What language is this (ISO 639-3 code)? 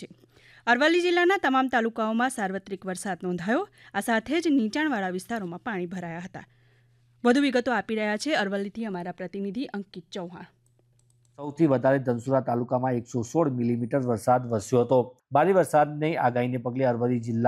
guj